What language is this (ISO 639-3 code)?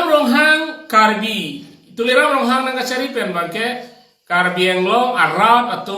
mjw